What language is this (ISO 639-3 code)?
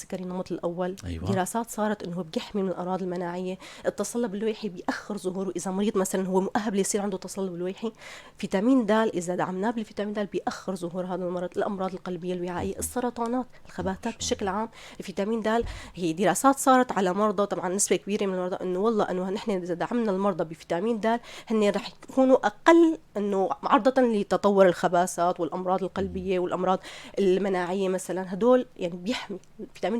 apc